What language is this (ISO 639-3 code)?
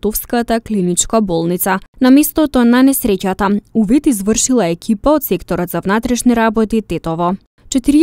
mkd